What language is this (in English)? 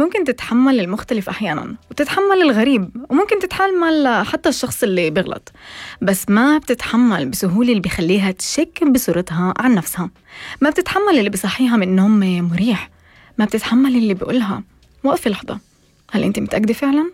North Levantine Arabic